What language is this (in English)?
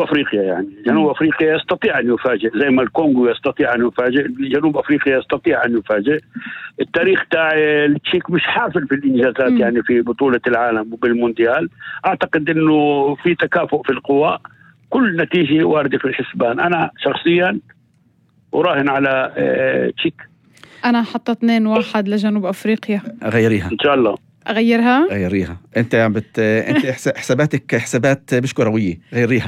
North Levantine Arabic